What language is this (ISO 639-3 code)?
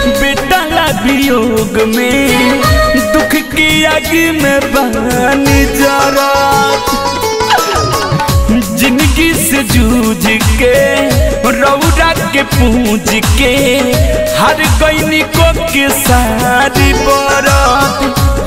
bho